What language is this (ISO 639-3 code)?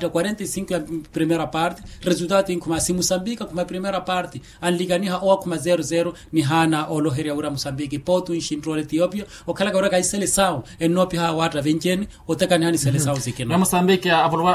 vmw